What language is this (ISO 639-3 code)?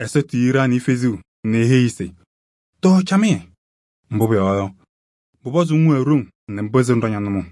kbp